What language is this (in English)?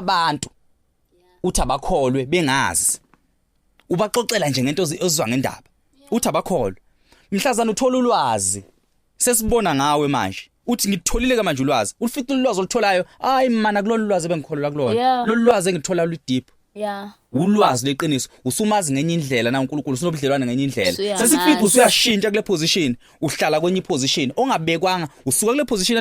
Zulu